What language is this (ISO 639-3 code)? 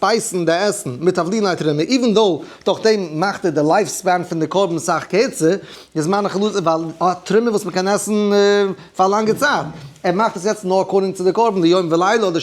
yid